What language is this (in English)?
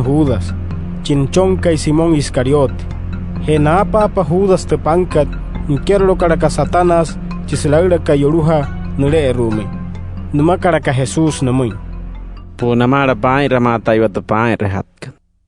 Wayuu